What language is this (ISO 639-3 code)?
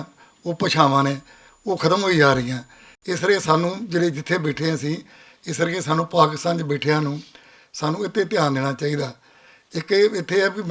lah